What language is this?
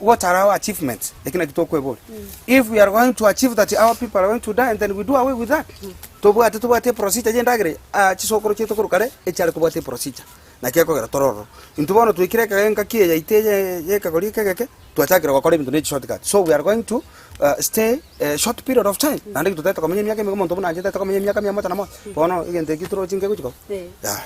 Gusii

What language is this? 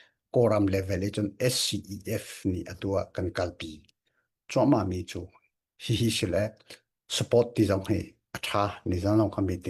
Hakha Chin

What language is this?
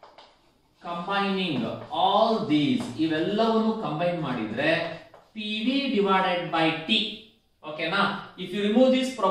Kannada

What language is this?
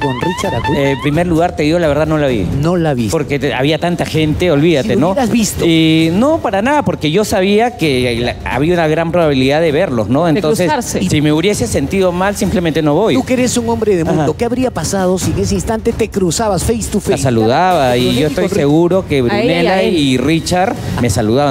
Spanish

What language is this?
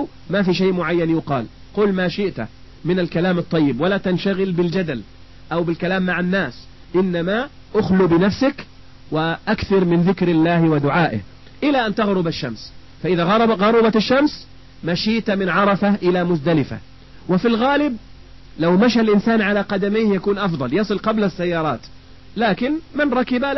Arabic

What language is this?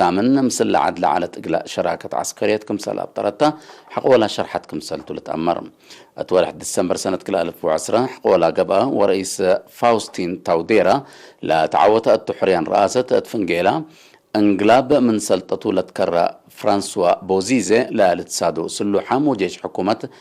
Tigre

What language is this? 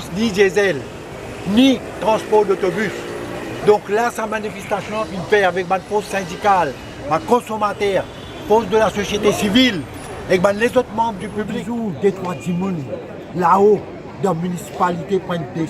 Morisyen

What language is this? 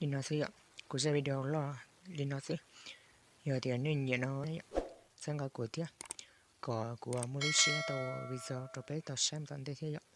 Hmong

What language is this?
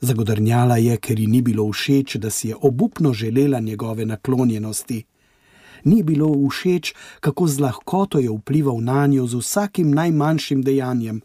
Slovenian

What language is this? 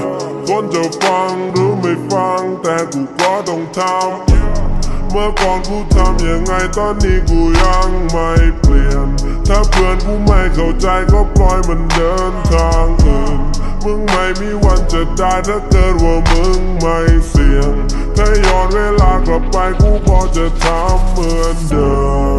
Thai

